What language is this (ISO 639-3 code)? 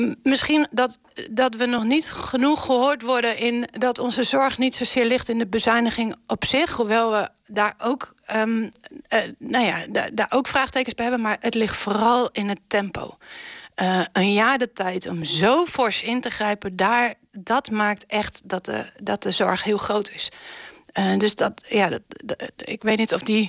nld